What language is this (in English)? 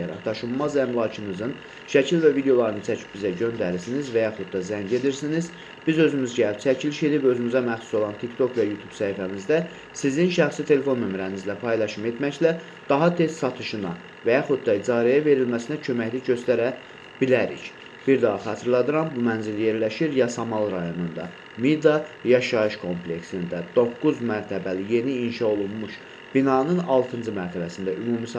Azerbaijani